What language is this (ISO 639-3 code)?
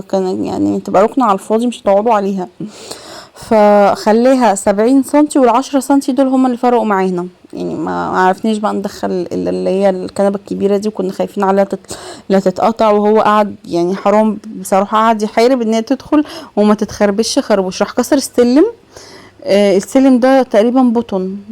arz